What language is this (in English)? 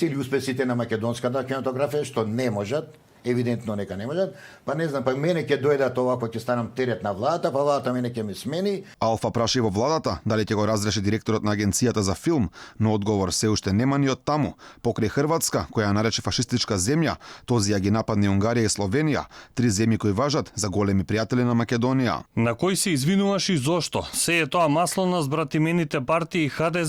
Macedonian